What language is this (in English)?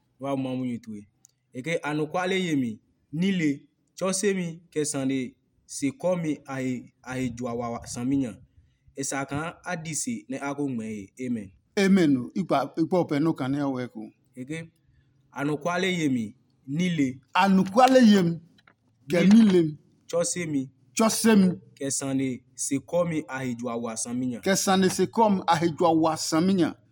Adangme